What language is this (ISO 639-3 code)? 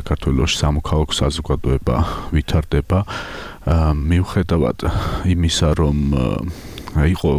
kat